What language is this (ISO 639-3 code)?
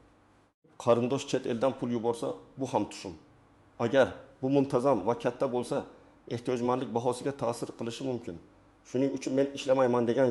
uzb